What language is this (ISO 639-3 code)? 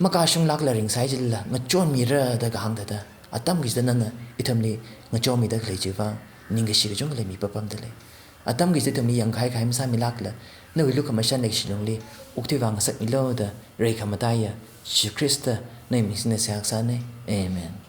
nmf